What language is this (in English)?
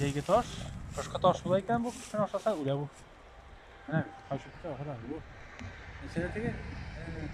Tatar